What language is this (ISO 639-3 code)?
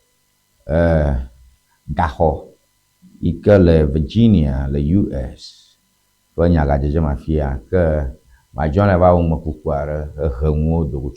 ewe